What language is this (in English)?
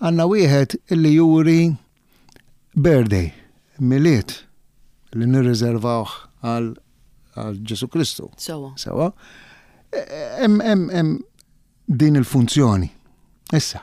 Maltese